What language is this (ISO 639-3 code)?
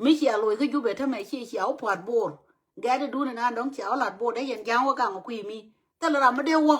nus